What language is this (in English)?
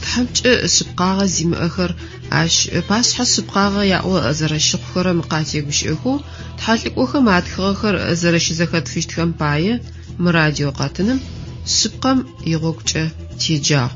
Adyghe